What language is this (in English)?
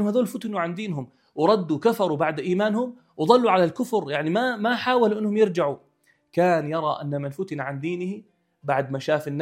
North Levantine Arabic